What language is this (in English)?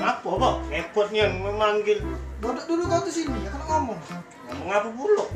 Musi